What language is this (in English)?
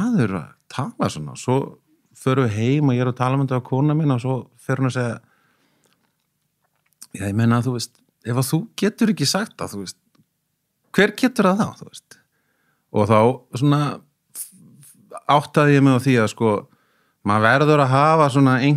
Icelandic